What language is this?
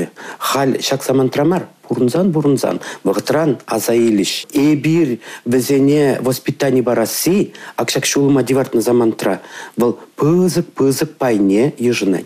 Chuvash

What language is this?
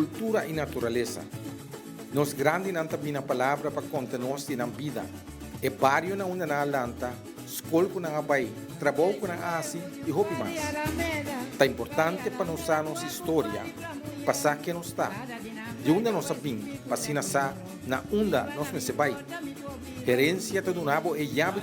Papiamento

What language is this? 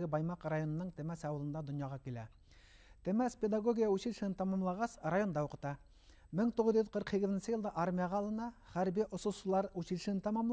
Bashkir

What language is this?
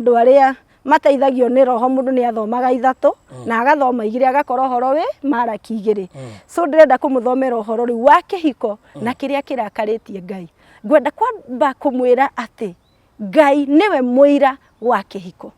Kikuyu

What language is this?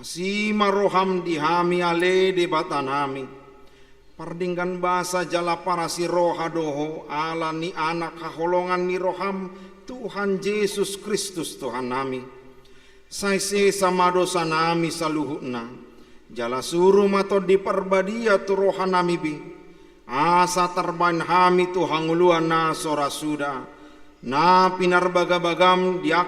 Batak Toba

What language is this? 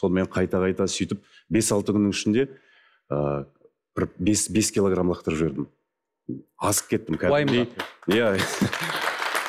Kazakh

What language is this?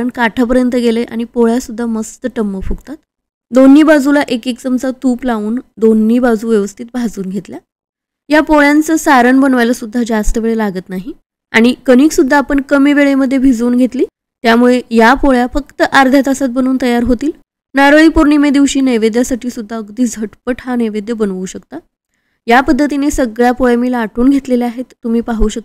Marathi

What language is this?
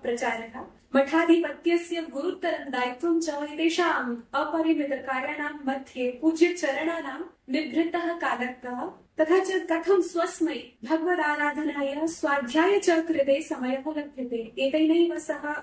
Sanskrit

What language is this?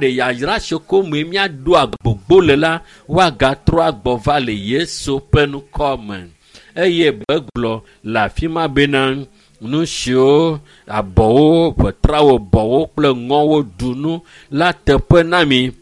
Ewe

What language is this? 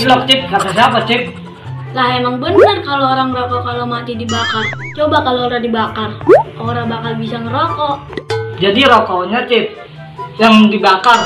Betawi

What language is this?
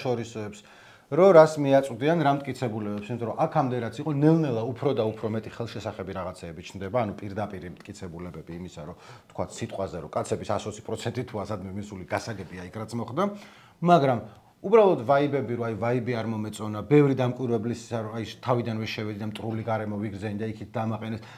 Georgian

